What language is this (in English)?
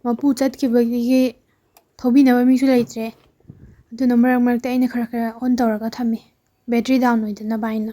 Manipuri